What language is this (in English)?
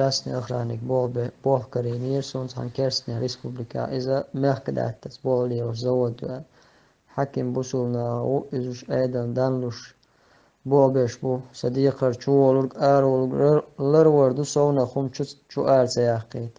Chechen